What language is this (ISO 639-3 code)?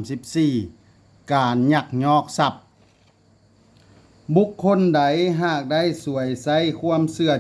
lao